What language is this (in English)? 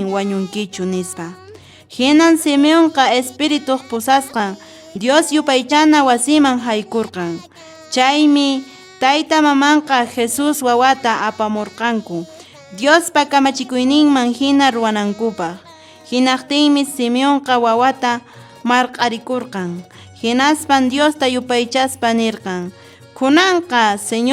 Quechua